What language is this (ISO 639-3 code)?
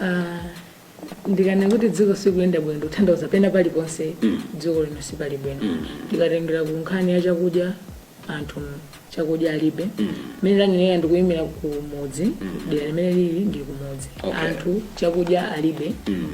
nya